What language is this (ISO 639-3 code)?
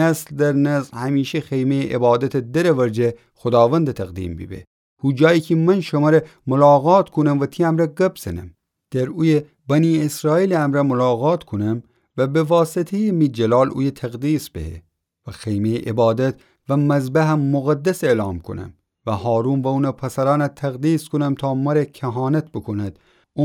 glk